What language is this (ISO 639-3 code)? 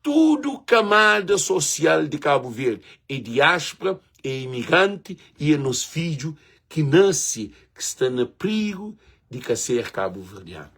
kea